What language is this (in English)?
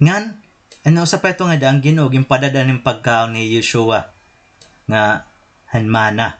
Waray